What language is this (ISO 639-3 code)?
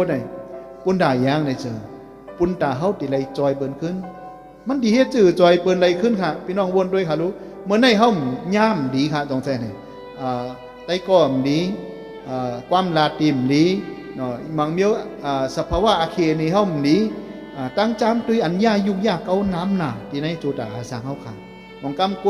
shn